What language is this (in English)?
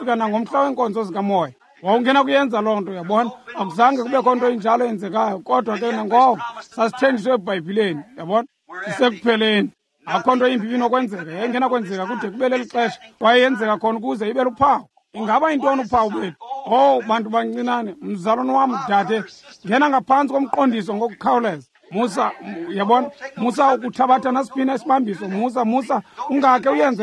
Xhosa